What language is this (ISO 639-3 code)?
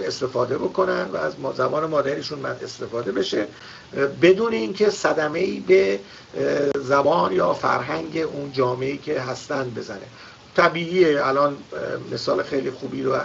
fas